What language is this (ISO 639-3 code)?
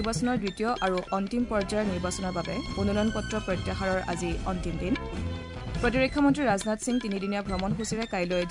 asm